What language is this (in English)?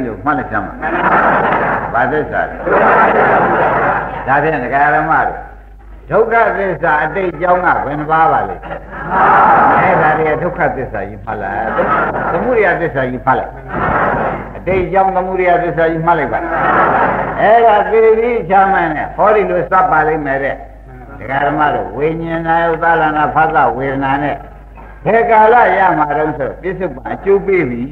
Burmese